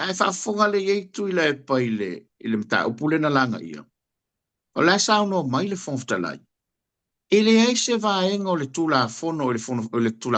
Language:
Samoan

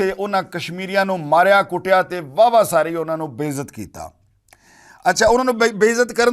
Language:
Western Panjabi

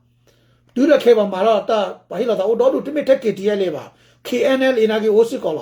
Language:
S'gaw Karen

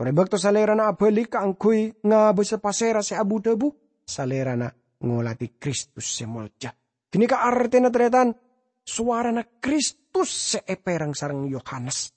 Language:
Madurese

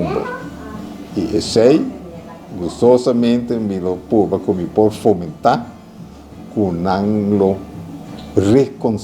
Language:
Papiamento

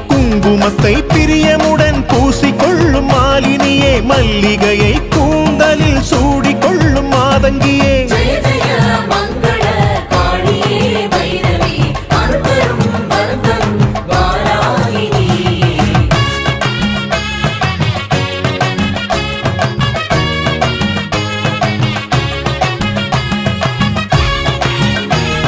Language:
Tamil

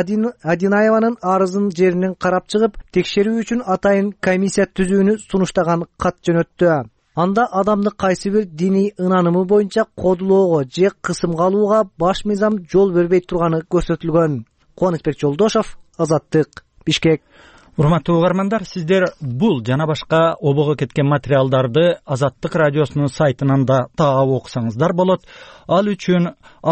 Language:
Kyrgyz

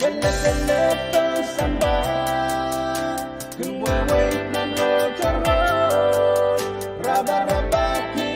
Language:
Pohnpeian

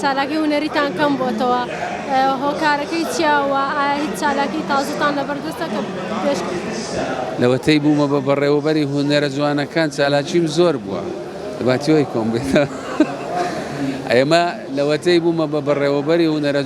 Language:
Central Kurdish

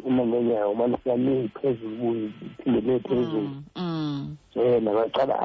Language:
Xhosa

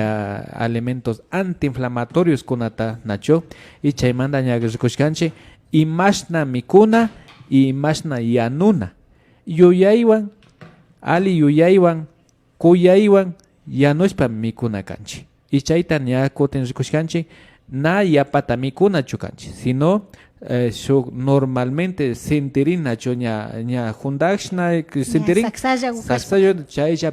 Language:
Imbabura Highland Quichua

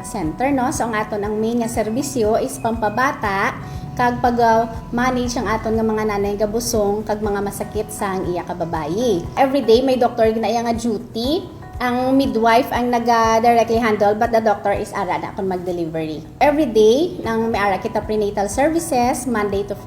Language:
Hiligaynon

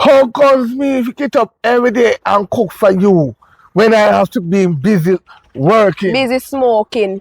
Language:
Jamaican Creole English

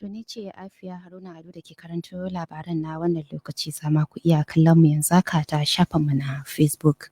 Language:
Hausa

